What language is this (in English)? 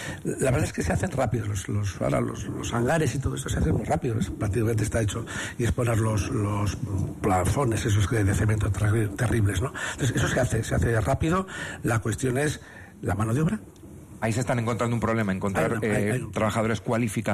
Spanish